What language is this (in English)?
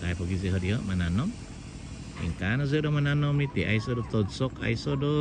Central Dusun